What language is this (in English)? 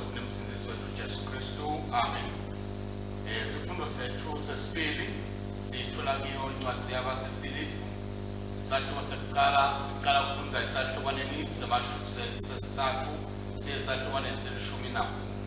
Swati